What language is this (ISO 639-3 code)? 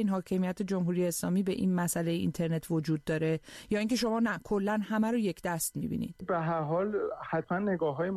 fas